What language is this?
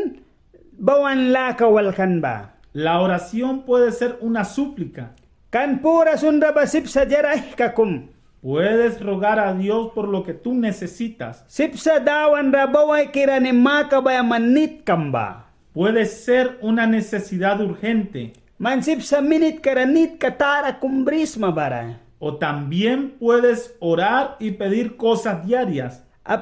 Mískito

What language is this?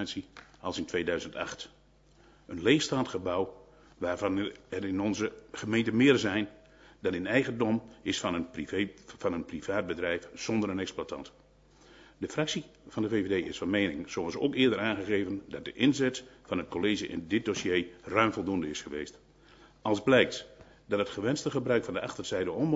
Dutch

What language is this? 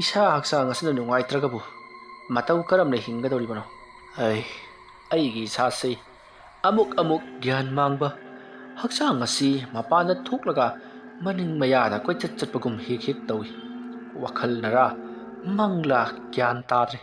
Manipuri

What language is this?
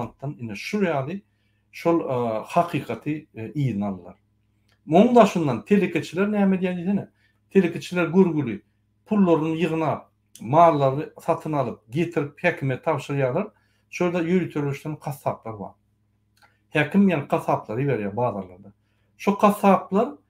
Turkmen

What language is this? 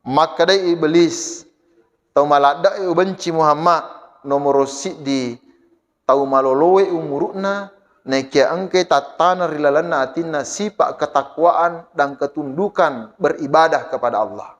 Buginese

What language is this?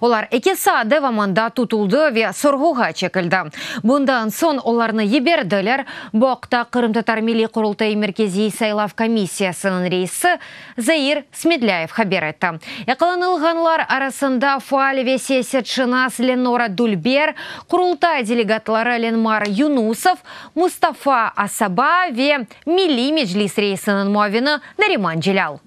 Crimean Tatar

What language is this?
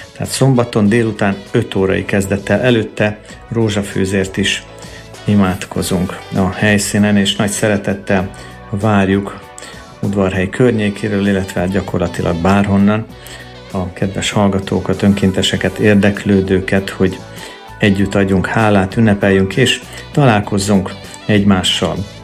Hungarian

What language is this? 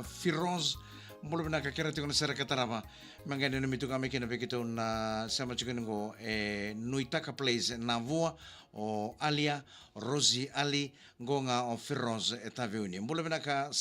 Fijian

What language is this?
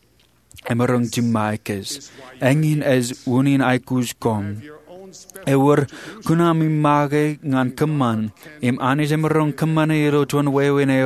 Marshallese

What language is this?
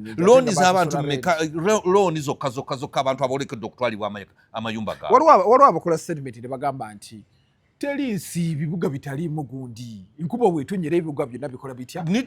Ganda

